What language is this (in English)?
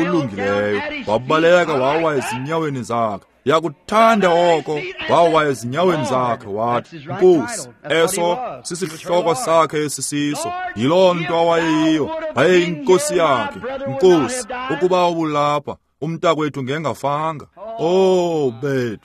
Xhosa